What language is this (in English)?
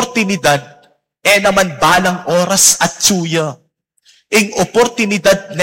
Pampanga